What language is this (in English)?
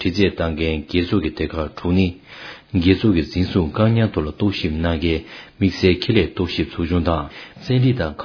Tibetan